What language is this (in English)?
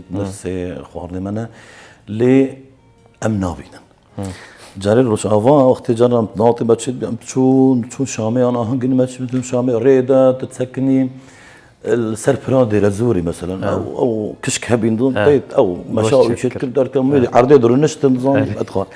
Kurdish